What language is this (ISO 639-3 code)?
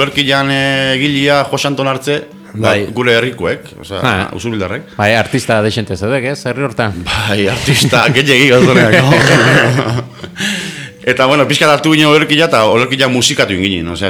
eus